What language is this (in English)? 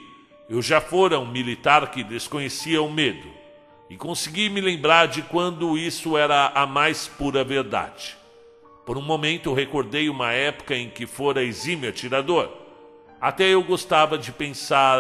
Portuguese